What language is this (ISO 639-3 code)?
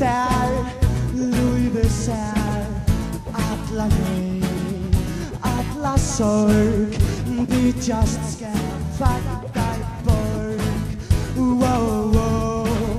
fao